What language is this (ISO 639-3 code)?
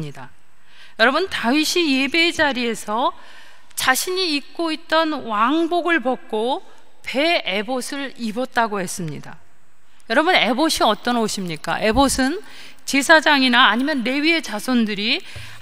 kor